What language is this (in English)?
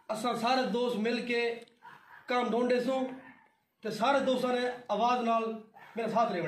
Saraiki